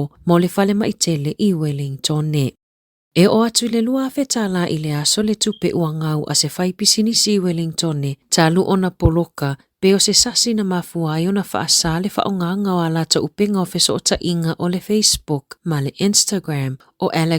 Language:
Samoan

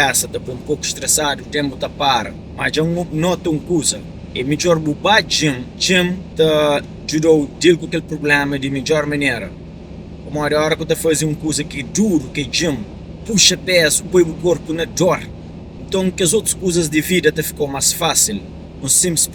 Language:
Kabuverdianu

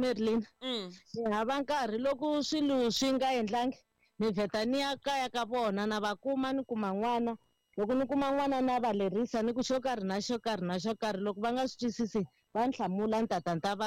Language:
Tsonga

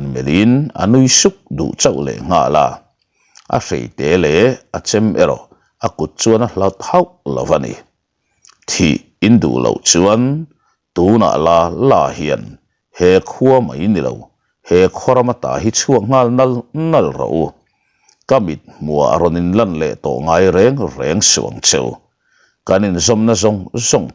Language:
Mizo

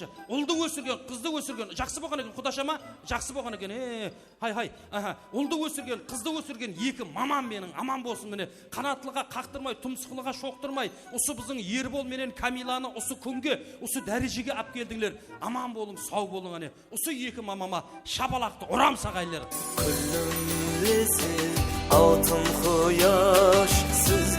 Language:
Kara-Kalpak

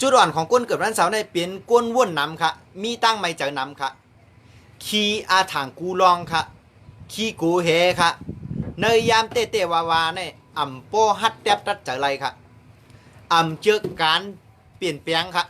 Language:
Shan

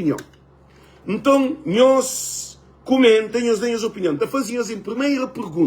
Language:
Kabuverdianu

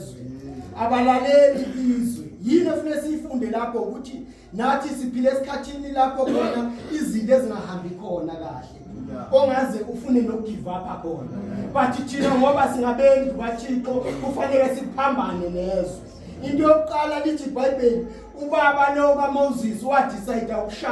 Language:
Zulu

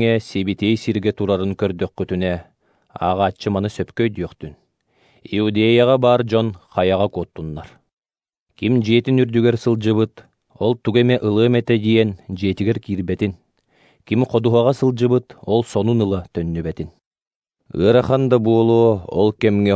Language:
Yakut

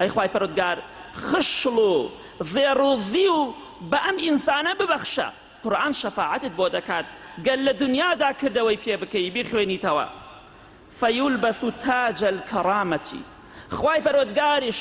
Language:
Central Kurdish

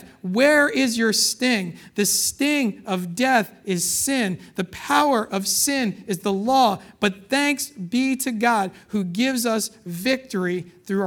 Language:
English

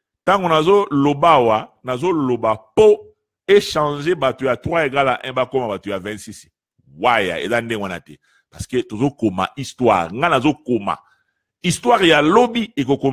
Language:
Lingala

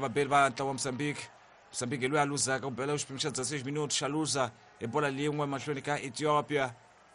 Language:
Tsonga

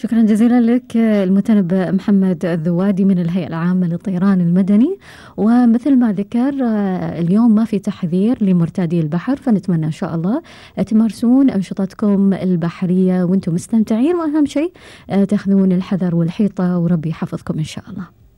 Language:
Gulf Arabic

